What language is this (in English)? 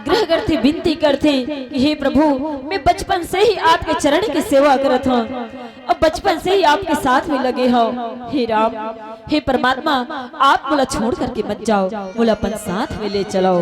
Chhattisgarhi